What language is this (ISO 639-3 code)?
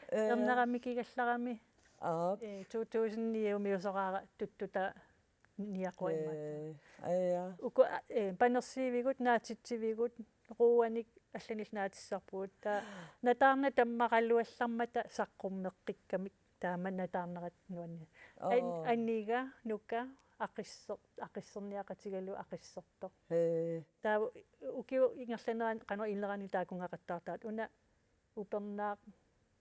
kal